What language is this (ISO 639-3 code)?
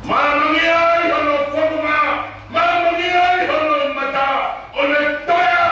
ton